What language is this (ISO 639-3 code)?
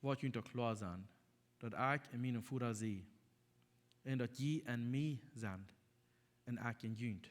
pdt